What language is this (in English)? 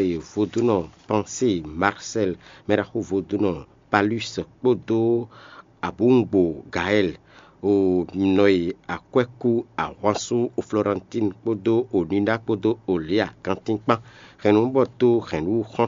Fon